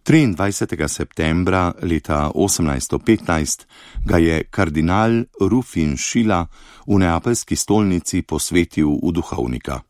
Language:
Slovenian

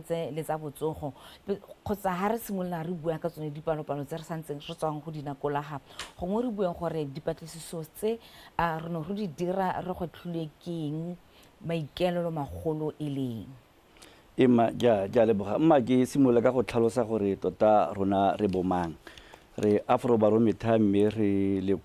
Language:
Tswana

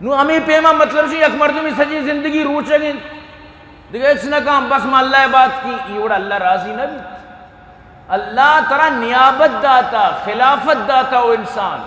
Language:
Eastern Balochi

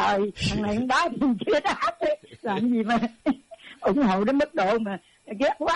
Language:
Vietnamese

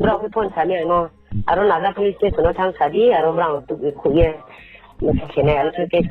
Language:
Riang (India)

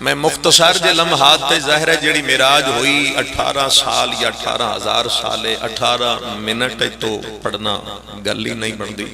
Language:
Pahari-Potwari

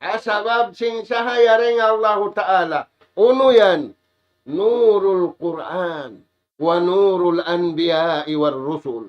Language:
Tausug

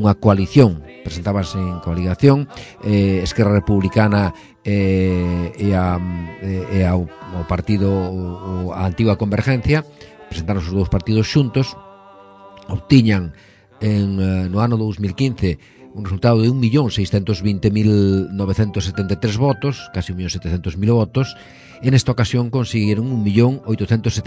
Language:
Galician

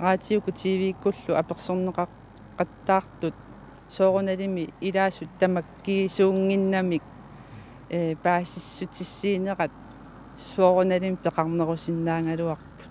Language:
Kalaallisut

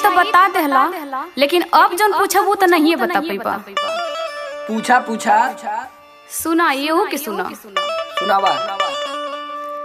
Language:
Bhojpuri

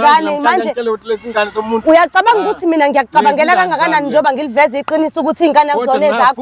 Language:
Zulu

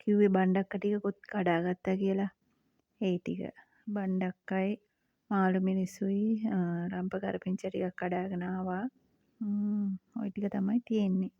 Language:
Sinhala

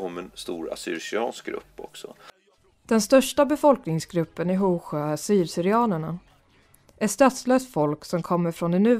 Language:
Swedish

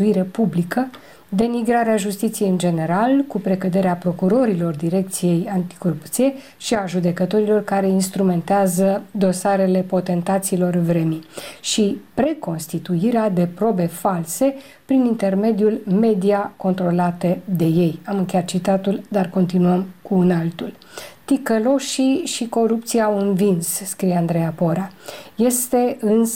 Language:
Romanian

